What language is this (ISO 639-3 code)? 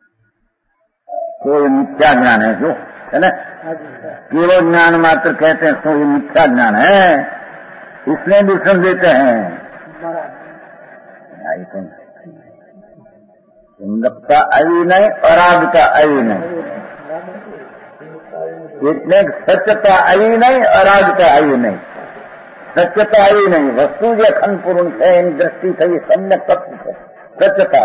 guj